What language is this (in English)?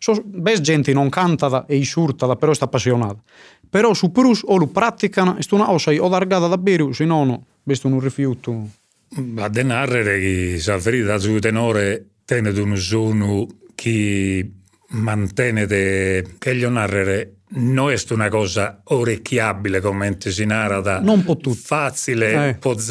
Sardinian